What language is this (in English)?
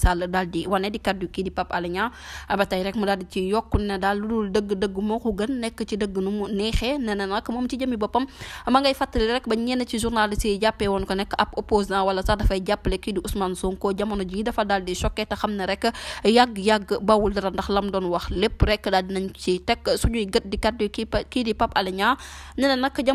Wolof